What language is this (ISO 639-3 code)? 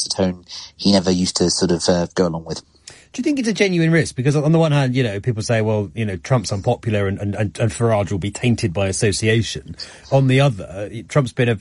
eng